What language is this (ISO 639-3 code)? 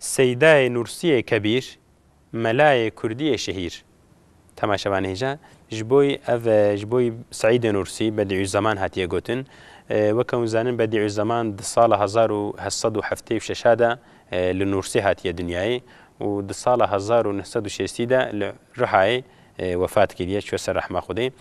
kur